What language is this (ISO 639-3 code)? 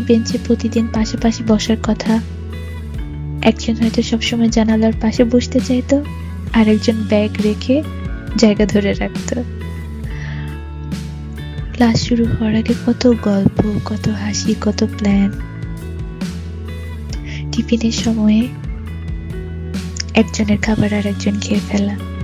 ben